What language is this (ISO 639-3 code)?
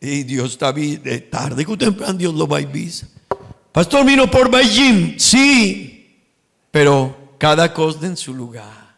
pap